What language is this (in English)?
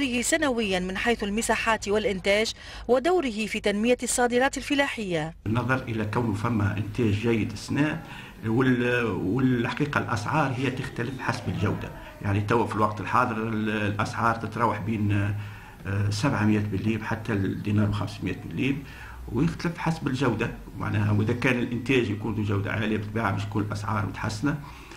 Tunisian Arabic